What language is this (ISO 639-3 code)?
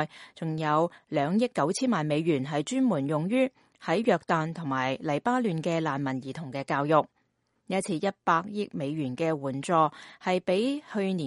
yue